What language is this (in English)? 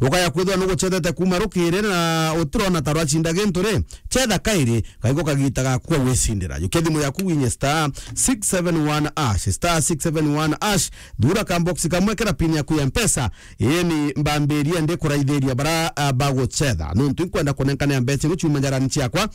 Meru